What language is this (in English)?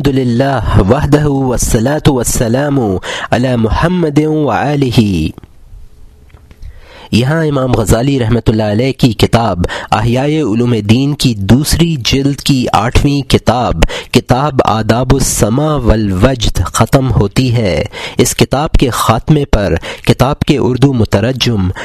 Urdu